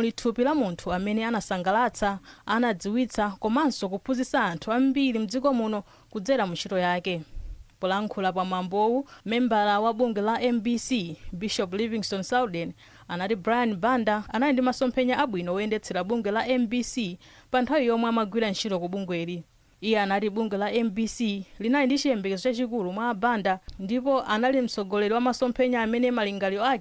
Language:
Nyanja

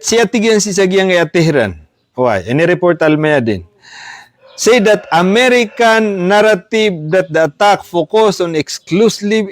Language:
Maranao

